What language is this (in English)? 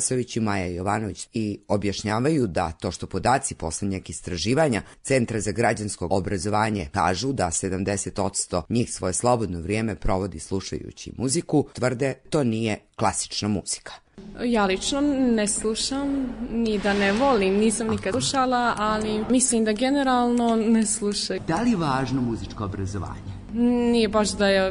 Serbian